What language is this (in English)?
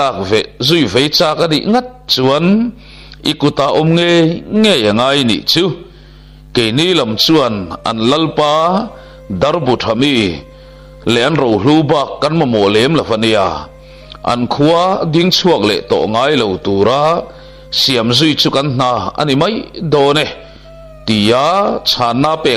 Mizo